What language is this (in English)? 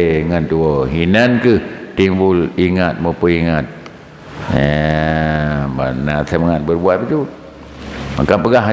Achinese